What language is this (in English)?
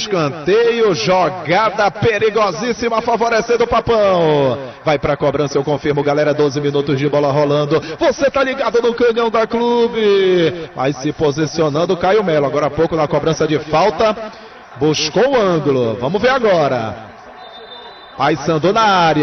Portuguese